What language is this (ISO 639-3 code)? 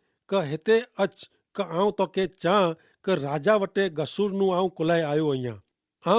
kfr